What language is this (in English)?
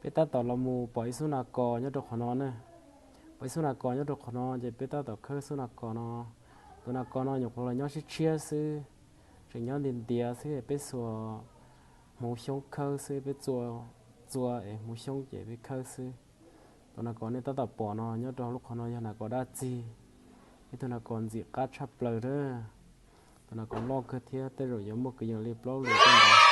Hmong